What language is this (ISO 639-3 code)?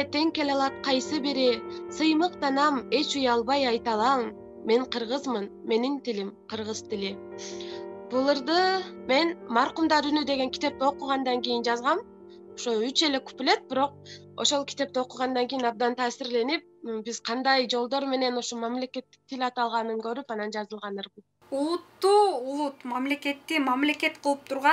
kir